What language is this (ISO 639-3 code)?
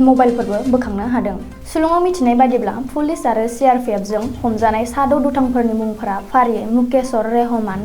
brx